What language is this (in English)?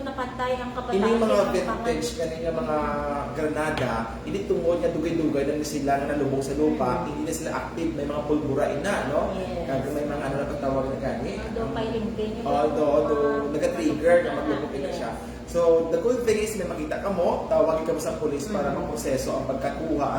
Hiligaynon